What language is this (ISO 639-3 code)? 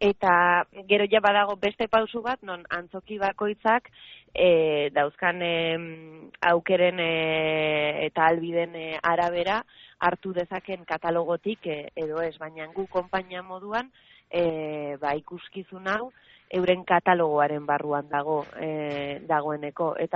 eus